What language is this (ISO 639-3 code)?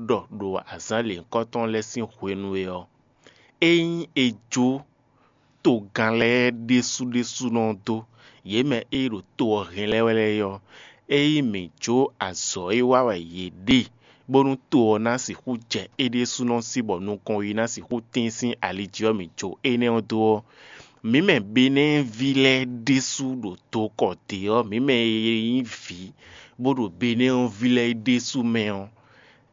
fon